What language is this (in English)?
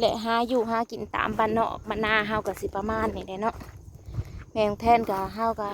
Northeastern Thai